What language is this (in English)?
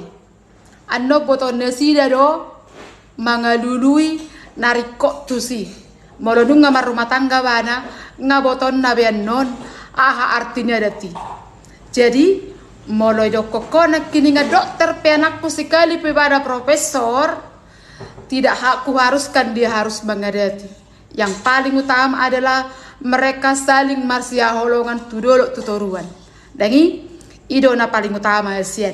Batak Toba